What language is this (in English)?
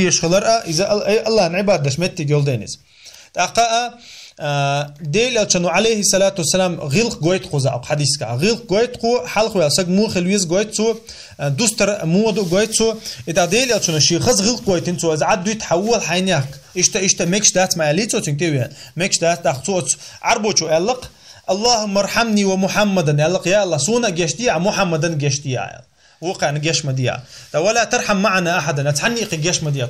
Chechen